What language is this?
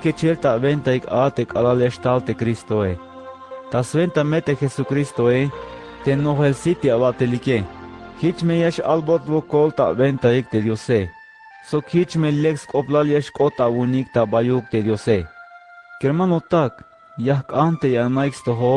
Tzeltal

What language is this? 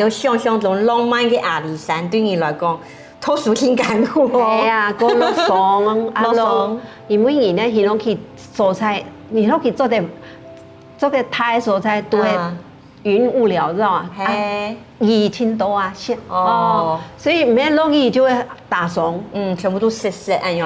Hakka Chinese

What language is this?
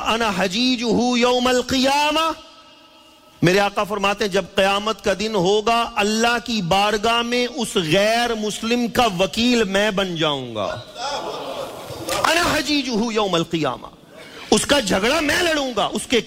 Urdu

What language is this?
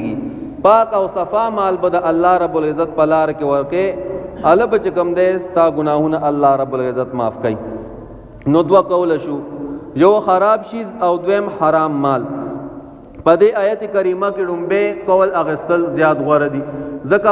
Pashto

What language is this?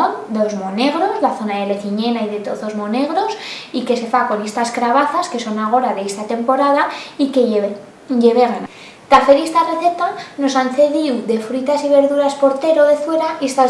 Aragonese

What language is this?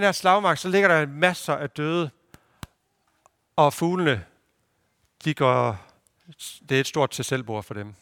Danish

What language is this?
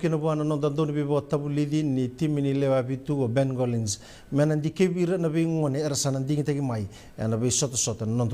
Fijian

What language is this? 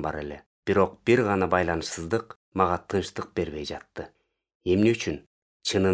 Kyrgyz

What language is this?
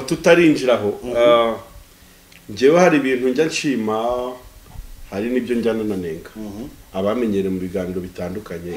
Kinyarwanda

